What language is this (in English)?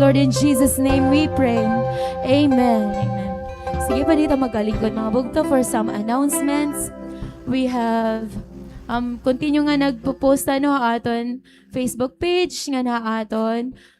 Waray